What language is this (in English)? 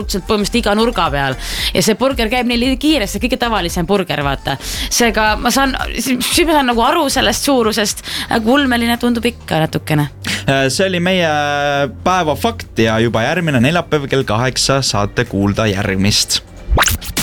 Estonian